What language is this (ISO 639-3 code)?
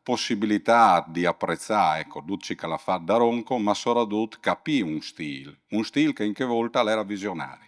fur